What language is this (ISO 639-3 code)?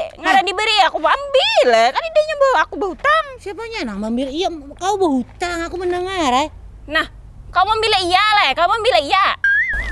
bjn